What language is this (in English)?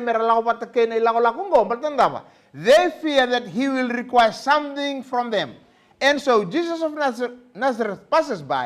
Fijian